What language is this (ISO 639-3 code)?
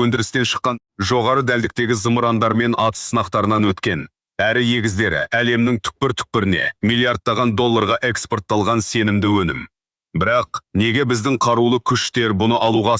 kaz